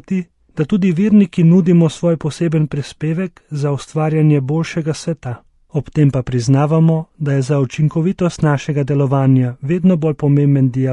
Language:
Slovenian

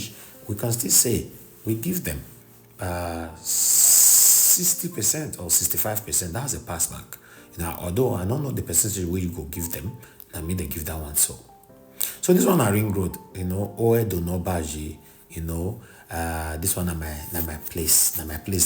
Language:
Nigerian Pidgin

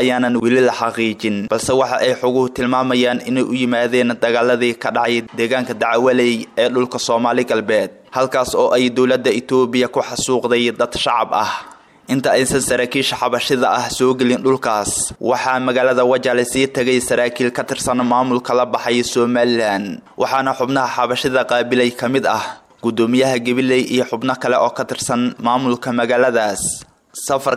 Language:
Somali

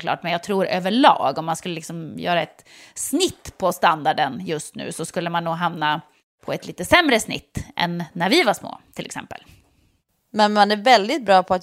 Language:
Swedish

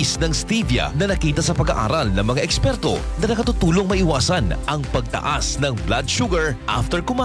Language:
Filipino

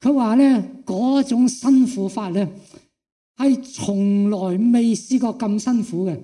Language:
Cantonese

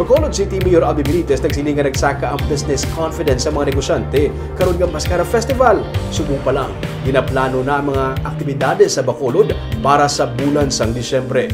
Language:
Hiligaynon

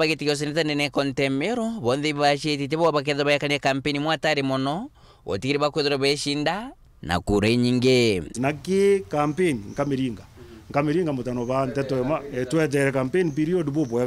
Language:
Meru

